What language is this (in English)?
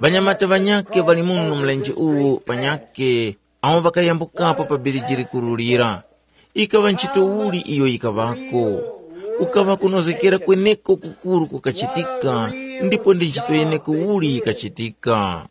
Tumbuka